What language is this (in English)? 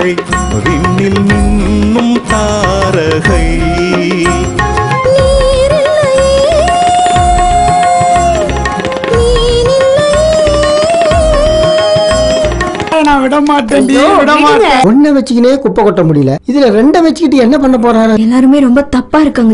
Tamil